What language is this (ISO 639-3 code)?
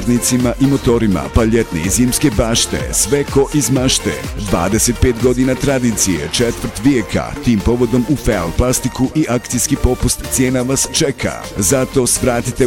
bos